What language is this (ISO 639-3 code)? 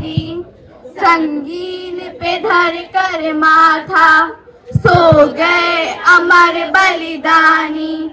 sat